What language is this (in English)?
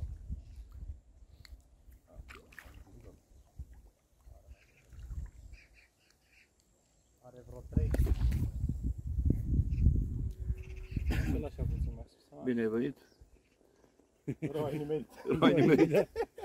Romanian